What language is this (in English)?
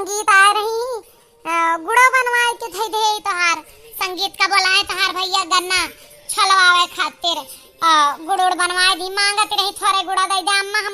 Awadhi